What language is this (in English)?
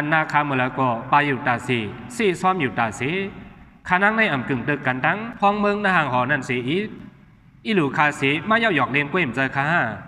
Shan